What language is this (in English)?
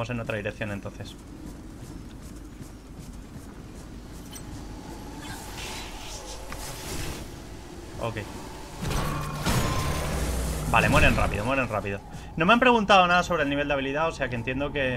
Spanish